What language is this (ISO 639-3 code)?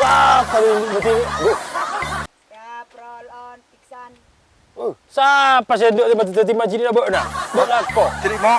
mad